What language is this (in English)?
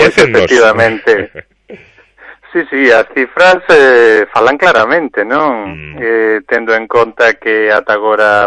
Galician